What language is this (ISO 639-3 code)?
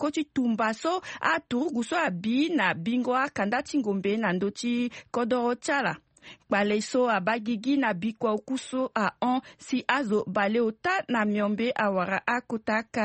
sag